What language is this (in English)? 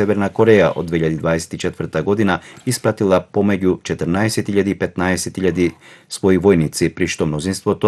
Macedonian